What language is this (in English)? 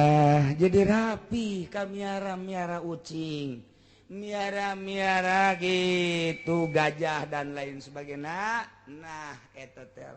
Sundanese